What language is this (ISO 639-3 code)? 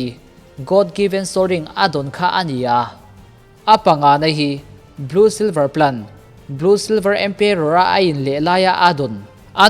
lus